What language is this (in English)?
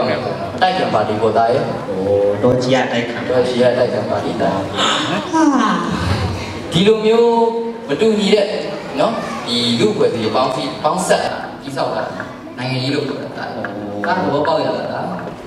Burmese